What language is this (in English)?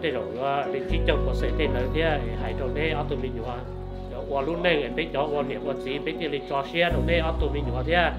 Hmong